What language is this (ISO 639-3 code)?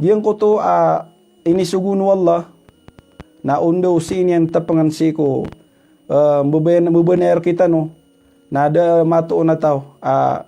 mrw